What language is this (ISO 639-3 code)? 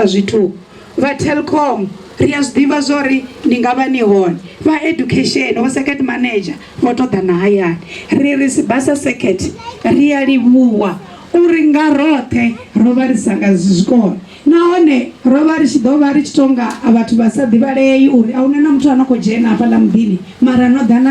ven